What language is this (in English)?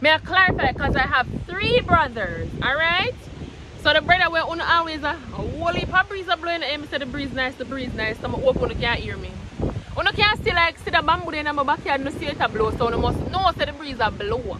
Jamaican Creole English